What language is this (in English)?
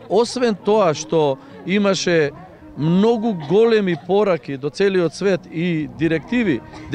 Macedonian